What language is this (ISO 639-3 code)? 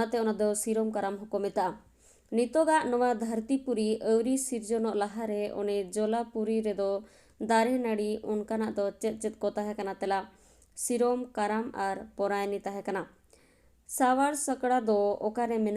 sat